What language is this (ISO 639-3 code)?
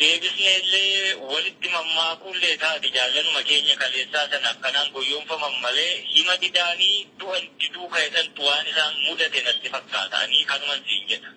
orm